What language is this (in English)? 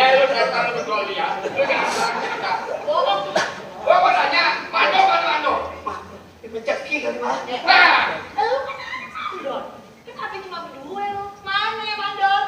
Betawi